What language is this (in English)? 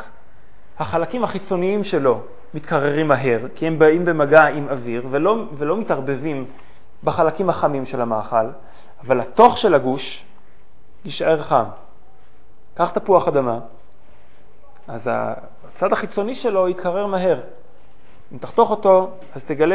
Hebrew